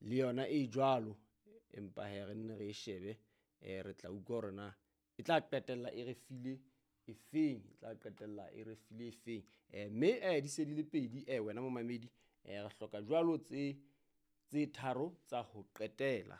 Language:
Southern Sotho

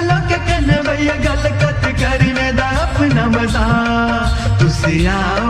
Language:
Dogri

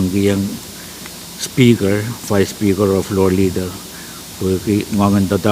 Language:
Pohnpeian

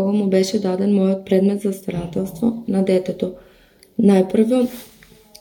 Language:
Macedonian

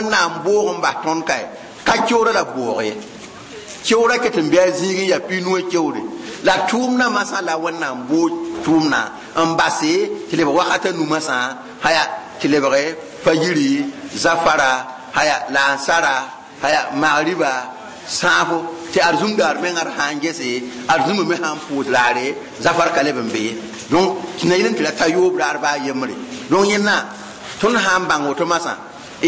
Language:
Mossi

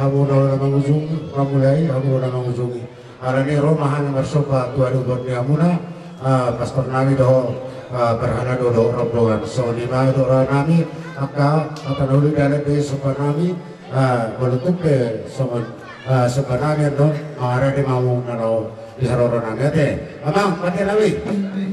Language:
Batak Toba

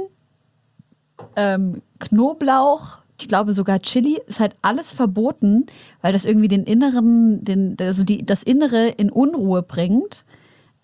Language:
German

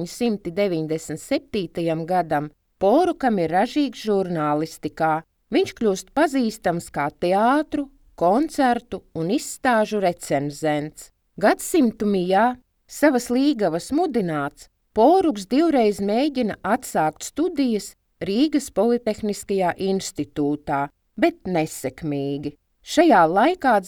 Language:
Latvian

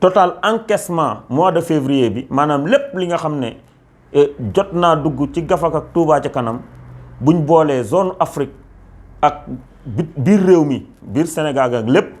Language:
Wolof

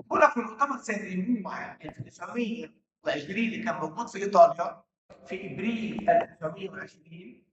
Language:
Egyptian Arabic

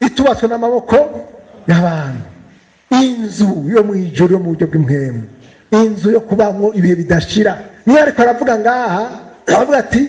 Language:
Rundi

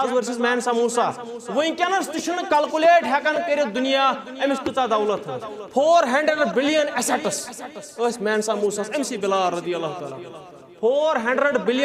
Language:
Kashmiri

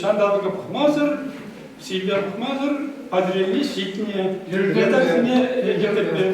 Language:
Chuvash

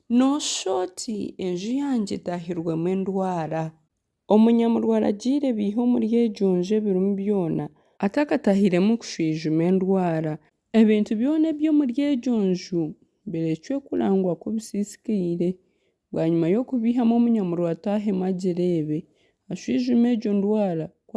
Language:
Nyankole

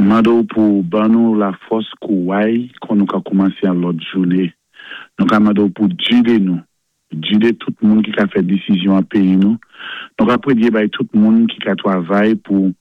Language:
Saint Lucian Creole French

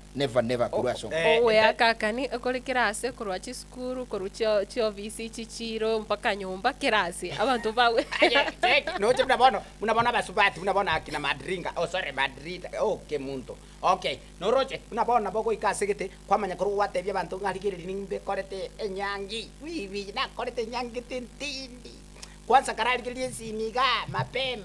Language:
Gusii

